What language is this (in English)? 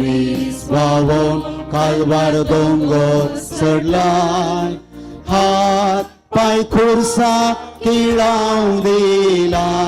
Konkani